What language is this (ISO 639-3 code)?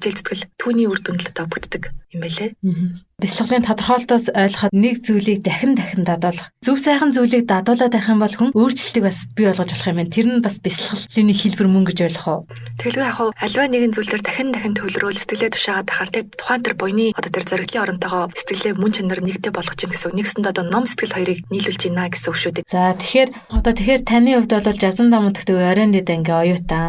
mon